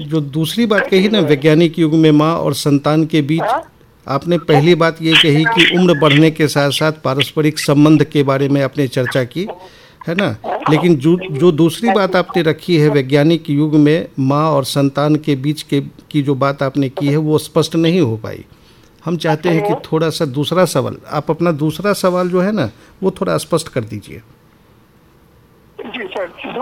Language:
Hindi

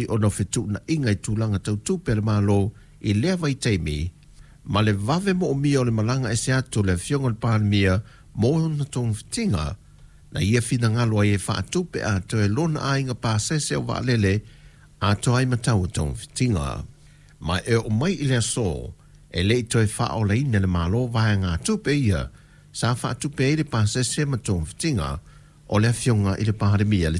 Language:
Samoan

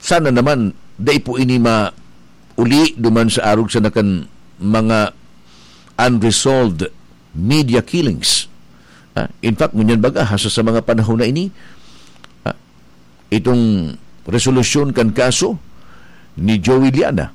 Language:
Bikol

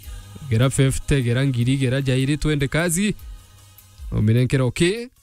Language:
Meru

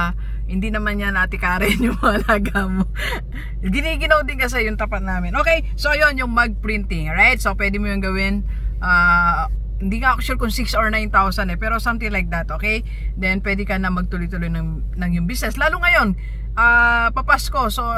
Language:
Filipino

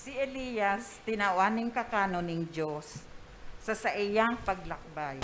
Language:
Bikol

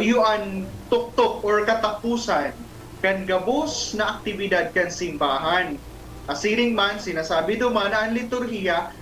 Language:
Bikol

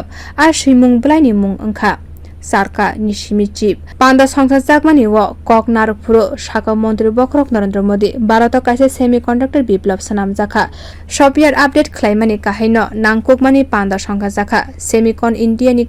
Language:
Kok Borok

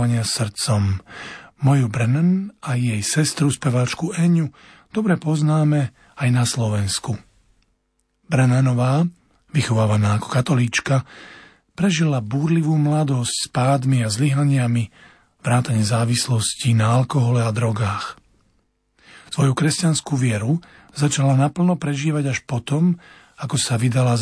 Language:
Slovak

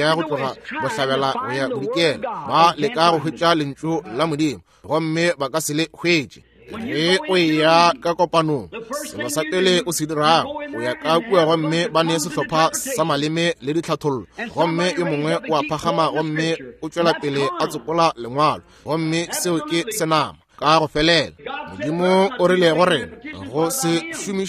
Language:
Northern Sotho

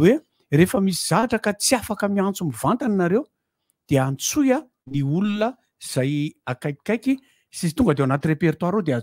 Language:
Malagasy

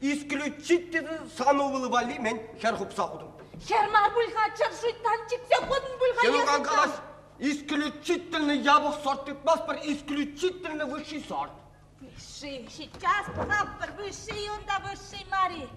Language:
Chuvash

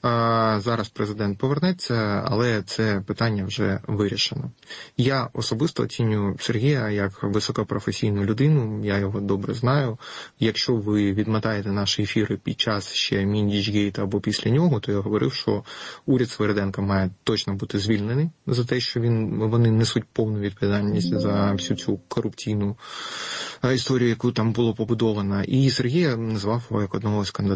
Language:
Ukrainian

